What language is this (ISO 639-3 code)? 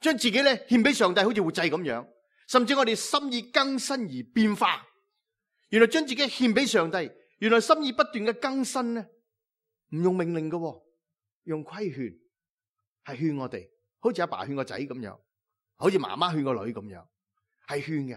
yue